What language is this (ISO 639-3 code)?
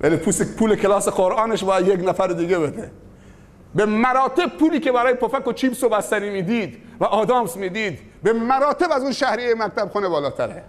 fas